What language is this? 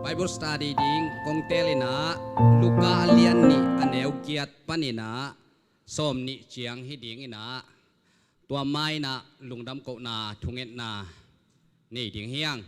Tedim Chin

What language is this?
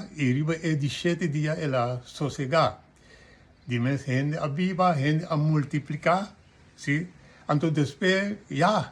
Papiamento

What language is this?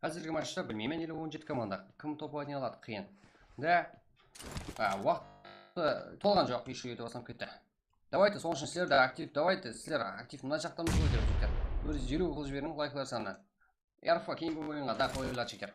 Kara-Kalpak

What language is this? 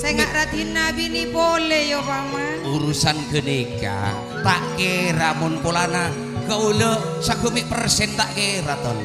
Madurese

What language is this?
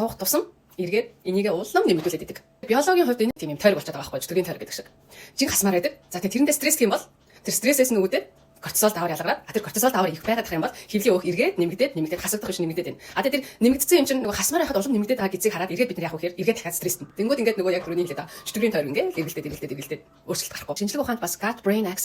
Mongolian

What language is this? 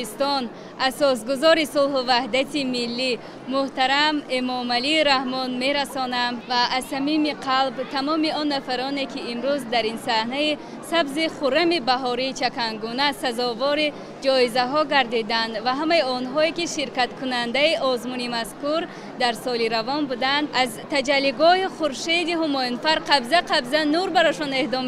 Tajik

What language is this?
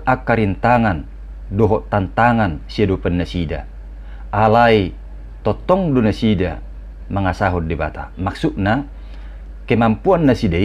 Batak Toba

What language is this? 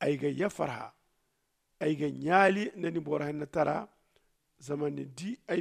Zarma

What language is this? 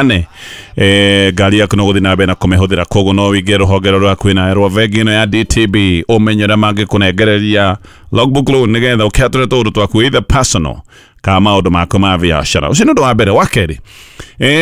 Kikuyu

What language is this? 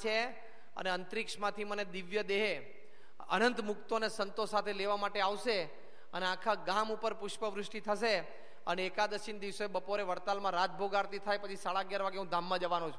Gujarati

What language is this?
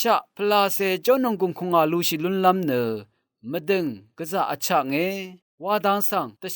Rawang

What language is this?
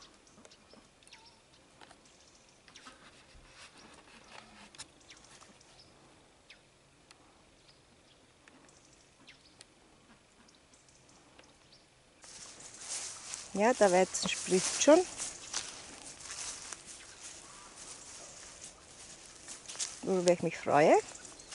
German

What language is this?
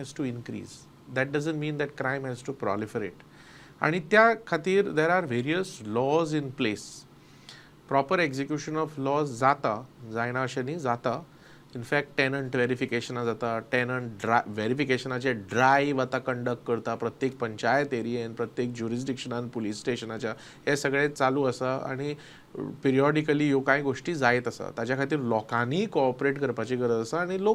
Konkani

